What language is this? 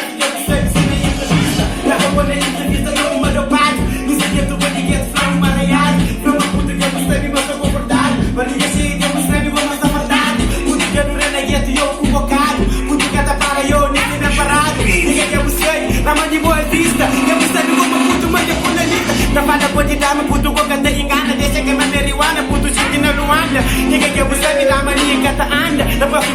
Kabuverdianu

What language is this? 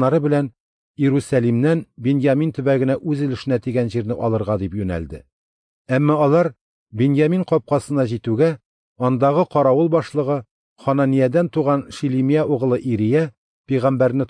Tatar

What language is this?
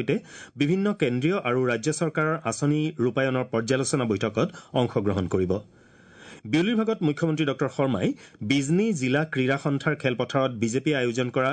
Assamese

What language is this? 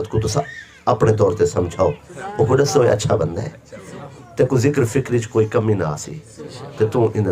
Saraiki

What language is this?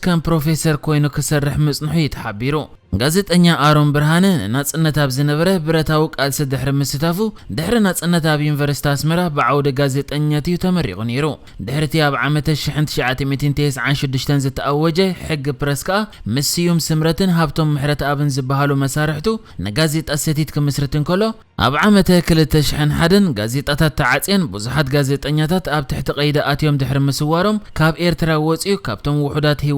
Tigrinya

